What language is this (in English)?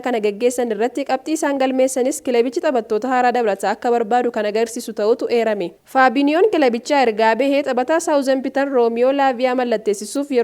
Oromo